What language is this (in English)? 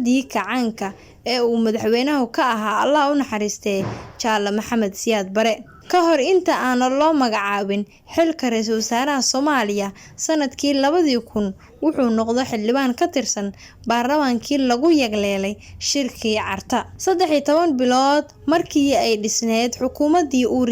Somali